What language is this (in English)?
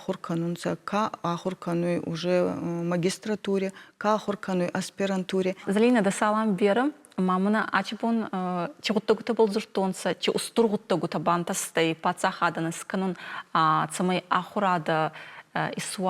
Ossetic